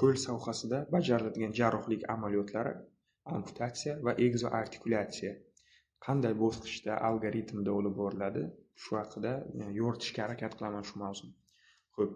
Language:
Uzbek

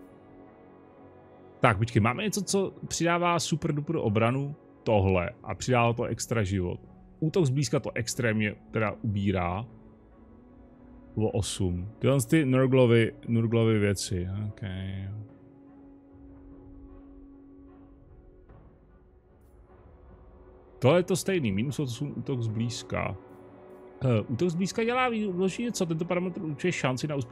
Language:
Czech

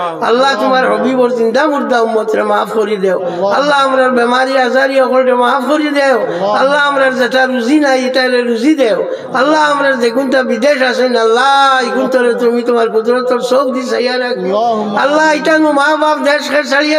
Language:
Sylheti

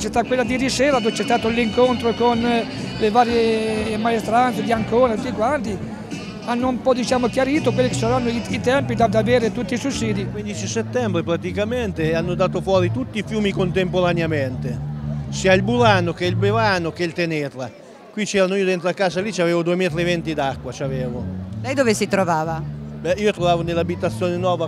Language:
Italian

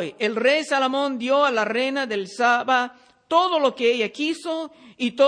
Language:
Spanish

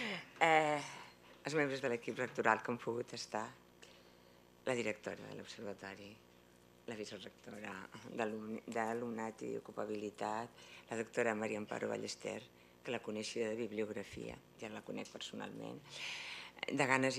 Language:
Catalan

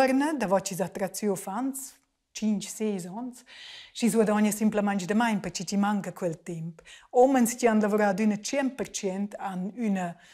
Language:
Romansh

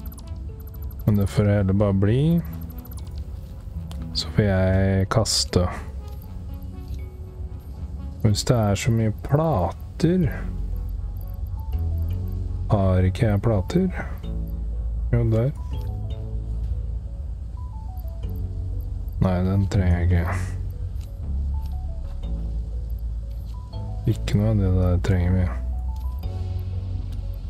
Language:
Norwegian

